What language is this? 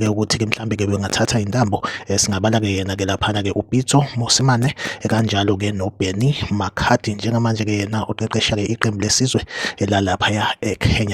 Zulu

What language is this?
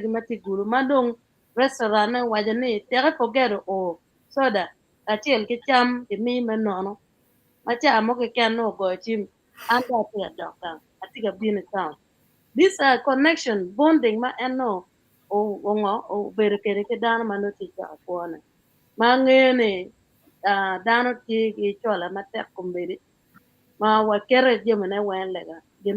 Acoli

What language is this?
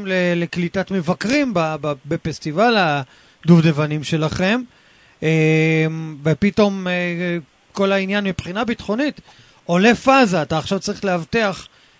Hebrew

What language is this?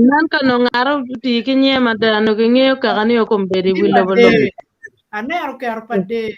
Acoli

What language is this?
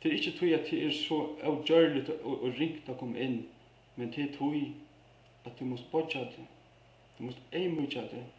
Faroese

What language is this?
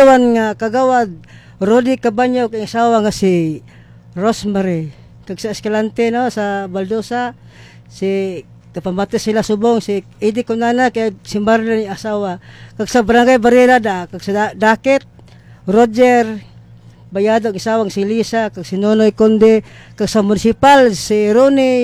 Hiligaynon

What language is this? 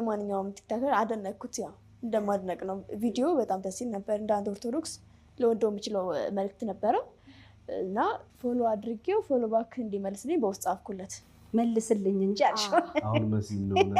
Amharic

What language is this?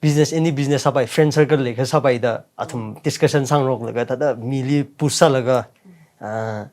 Tangkhul Naga (India)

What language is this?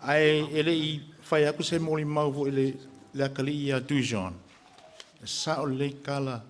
Samoan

